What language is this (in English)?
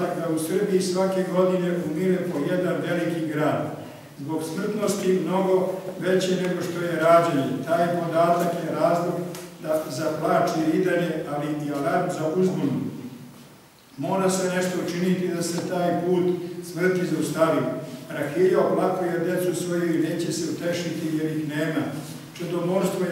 Serbian